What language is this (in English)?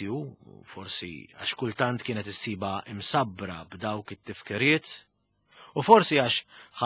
Maltese